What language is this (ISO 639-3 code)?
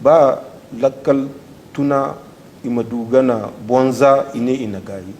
dje